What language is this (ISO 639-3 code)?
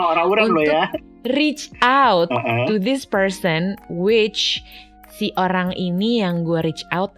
ind